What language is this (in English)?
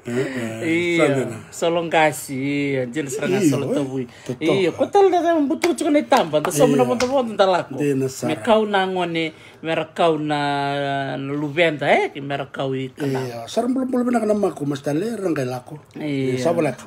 Fijian